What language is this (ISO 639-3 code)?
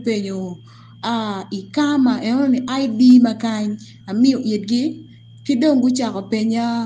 ach